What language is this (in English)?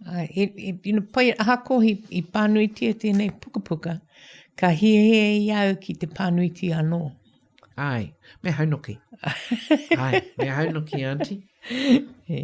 Māori